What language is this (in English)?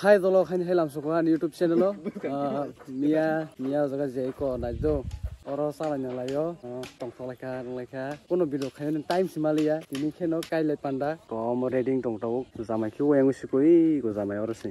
Kok Borok